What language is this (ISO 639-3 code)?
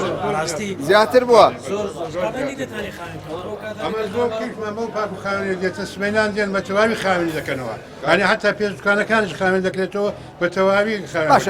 ckb